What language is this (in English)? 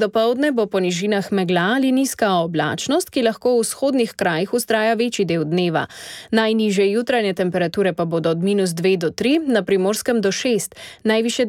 Slovenian